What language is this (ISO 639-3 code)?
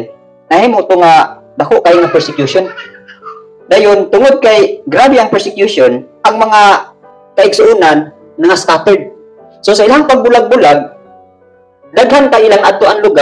ceb